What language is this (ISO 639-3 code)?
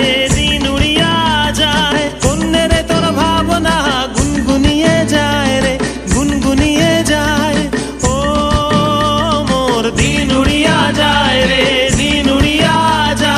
ben